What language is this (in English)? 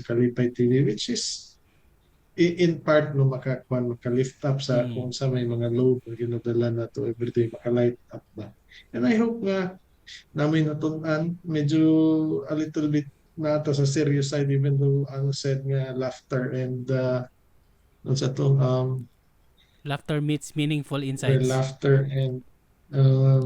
Cebuano